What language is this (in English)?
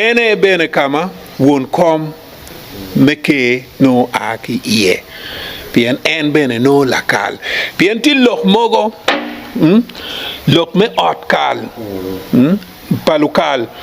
Acoli